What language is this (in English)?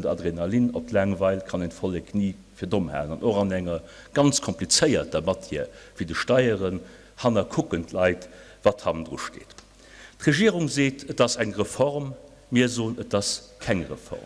Luxembourgish